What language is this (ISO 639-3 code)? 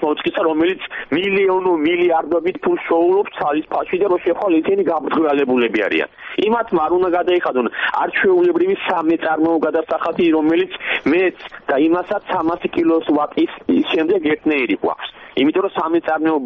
kat